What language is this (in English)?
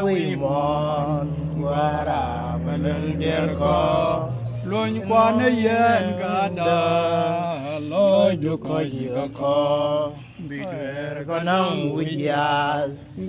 Nuer